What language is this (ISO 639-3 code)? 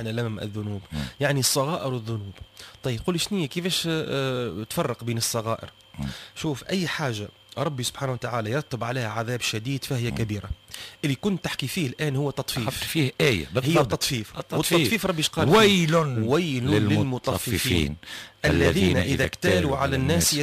aeb